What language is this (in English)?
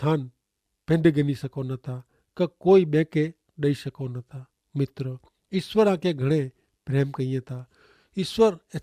Kachhi